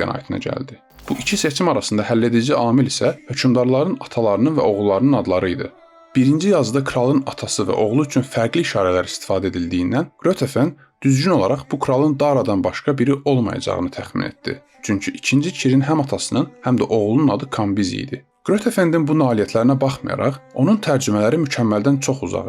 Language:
Azerbaijani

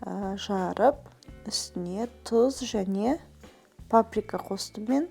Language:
Kazakh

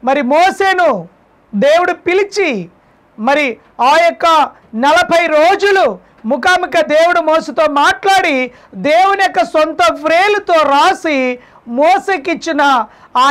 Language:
Telugu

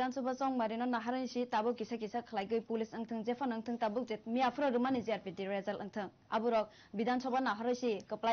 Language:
Kok Borok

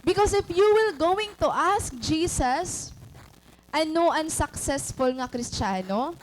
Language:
Waray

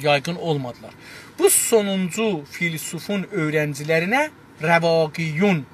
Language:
South Azerbaijani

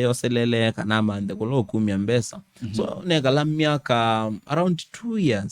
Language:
Kamba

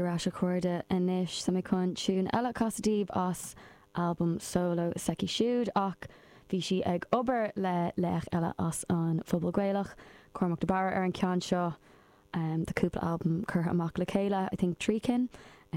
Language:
Irish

